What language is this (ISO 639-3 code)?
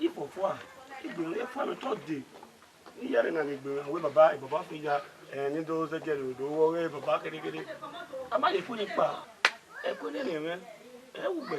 bin